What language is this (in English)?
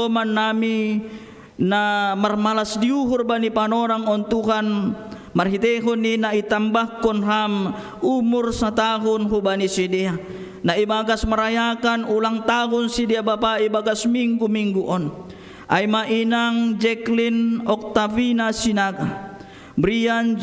Batak Simalungun